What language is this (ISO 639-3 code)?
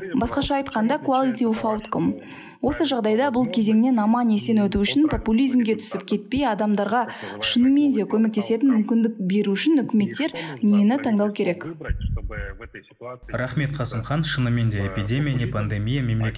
kaz